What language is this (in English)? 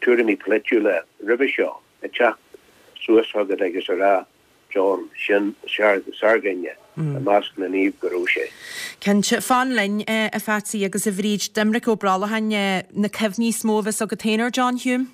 Irish